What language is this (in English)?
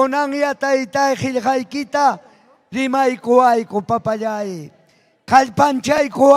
Ayacucho Quechua